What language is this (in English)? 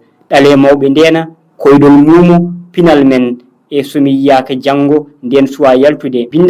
Fula